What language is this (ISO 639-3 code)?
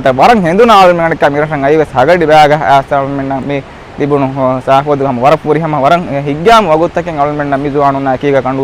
div